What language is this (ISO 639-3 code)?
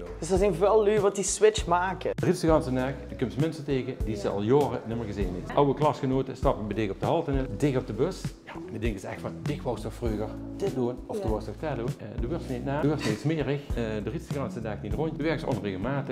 lim